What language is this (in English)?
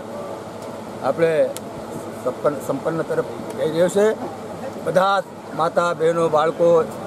Gujarati